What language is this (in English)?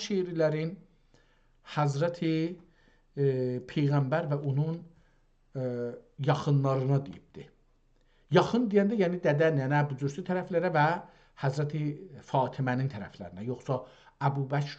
South Azerbaijani